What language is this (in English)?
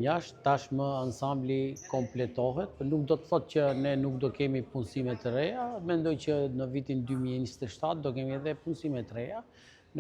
Albanian